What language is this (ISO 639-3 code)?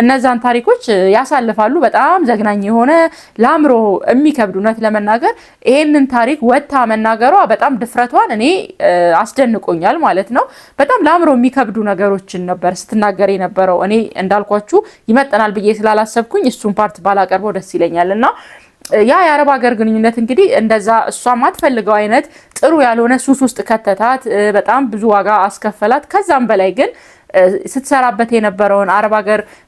amh